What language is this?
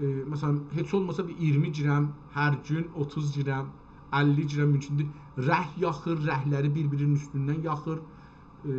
South Azerbaijani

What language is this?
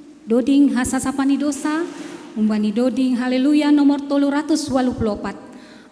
Batak Simalungun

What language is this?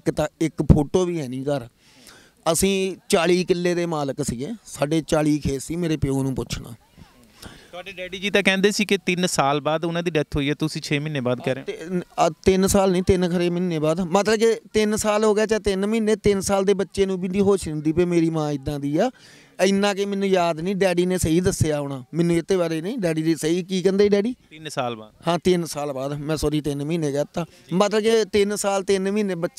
Punjabi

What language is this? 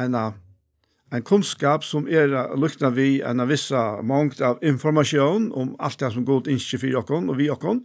Faroese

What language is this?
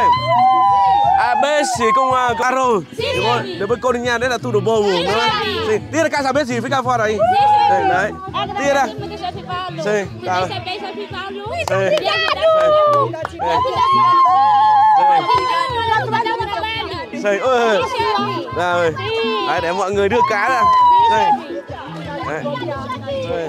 Vietnamese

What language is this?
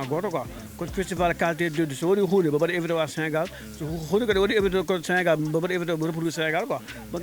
Fula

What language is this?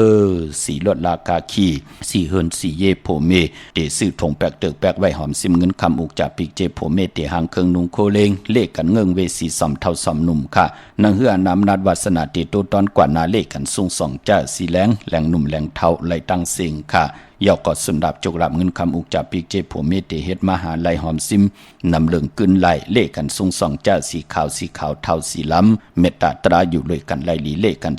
Shan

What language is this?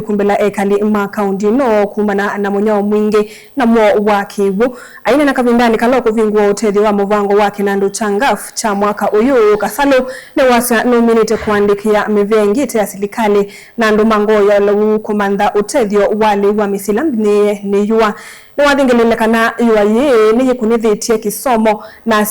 Kamba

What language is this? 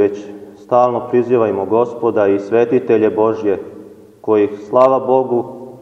Serbian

